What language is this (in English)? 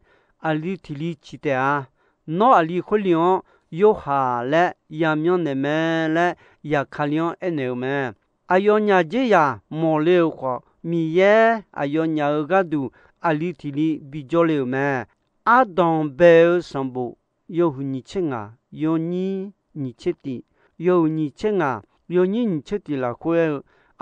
Akha